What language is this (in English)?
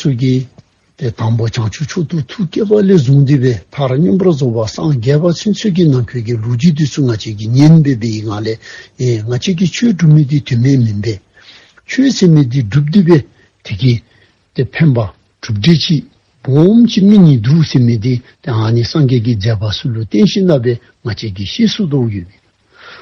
Dzongkha